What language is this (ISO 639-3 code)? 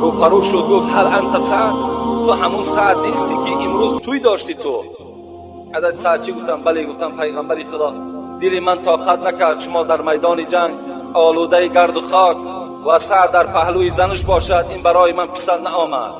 tgk